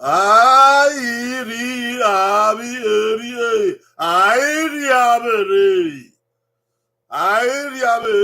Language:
Bini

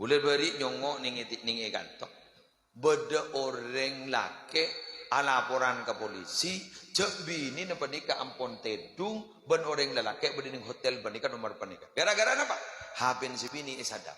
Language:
Madurese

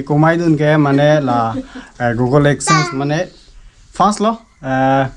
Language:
Karbi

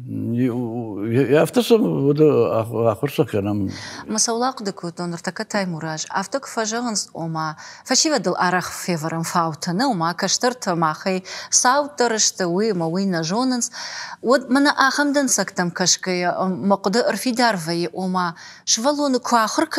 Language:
Ossetic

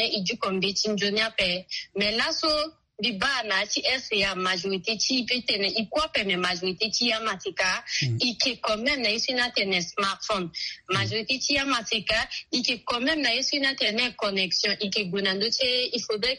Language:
Sango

